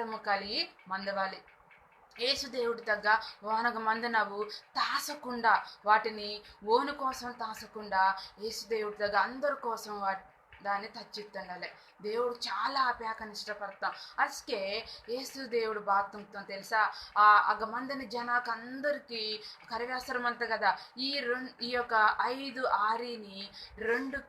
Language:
Koya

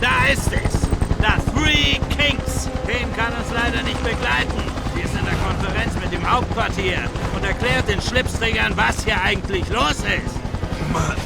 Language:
Bavarian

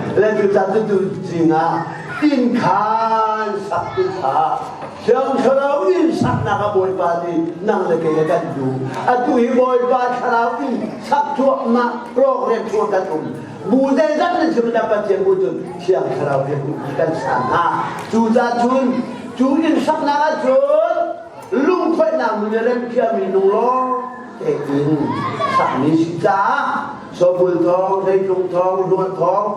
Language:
Hakha Chin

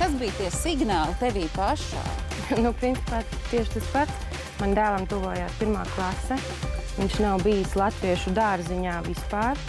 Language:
Latvian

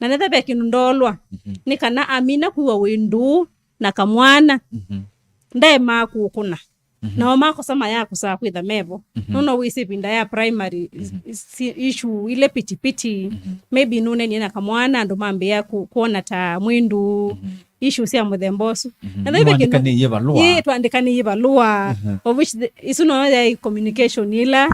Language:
Kamba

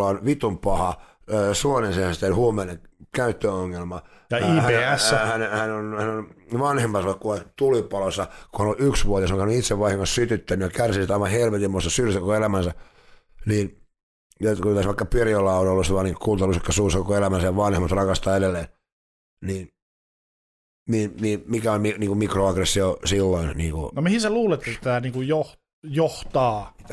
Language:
Finnish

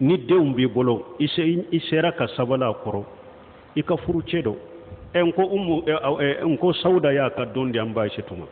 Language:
Bambara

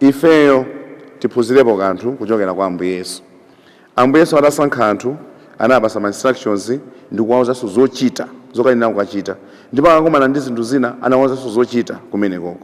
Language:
Nyanja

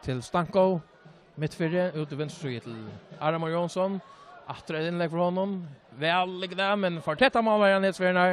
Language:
Faroese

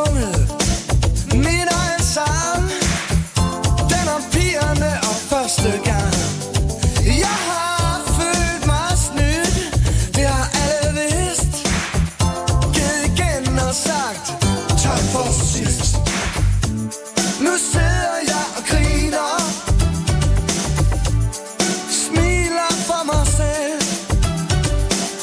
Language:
Danish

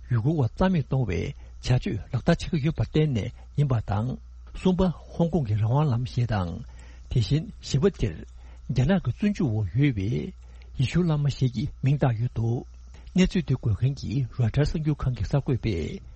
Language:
Tibetan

